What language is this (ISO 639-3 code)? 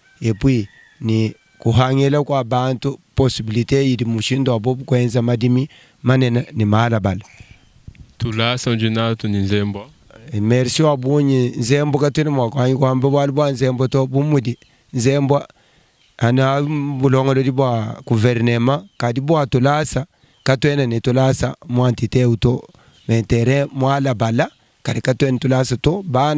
lua